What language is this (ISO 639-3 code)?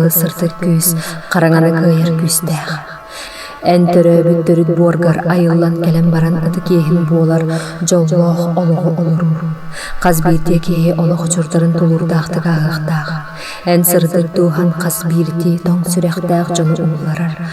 sah